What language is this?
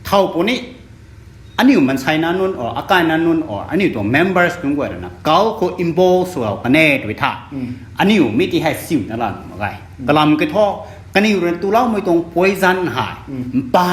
Rongmei Naga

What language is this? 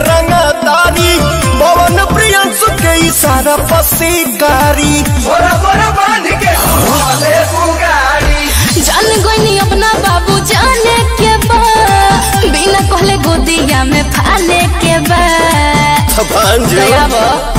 Bhojpuri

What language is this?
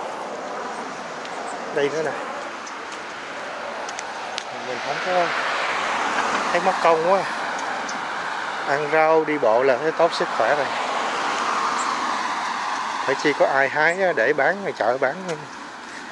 Vietnamese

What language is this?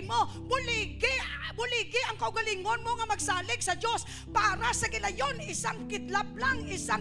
Hiligaynon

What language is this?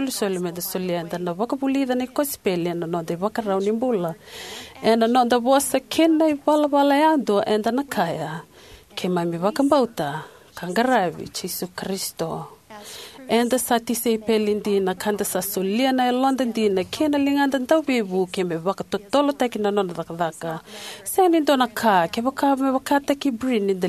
Fijian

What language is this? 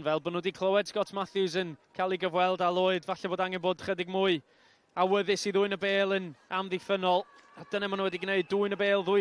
Welsh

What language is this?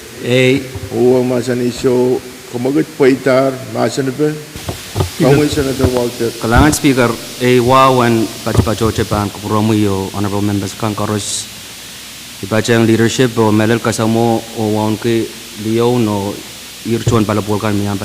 Pohnpeian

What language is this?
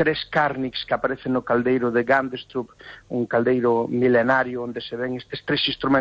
Galician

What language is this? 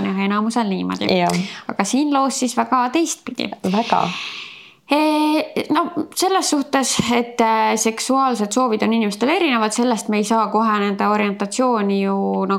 Estonian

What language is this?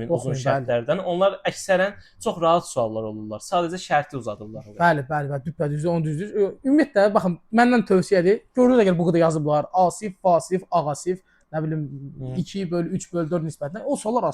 Azerbaijani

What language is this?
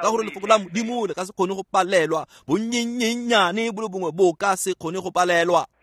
Tswana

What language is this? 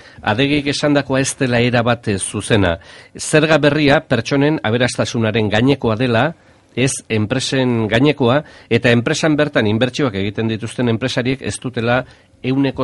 Basque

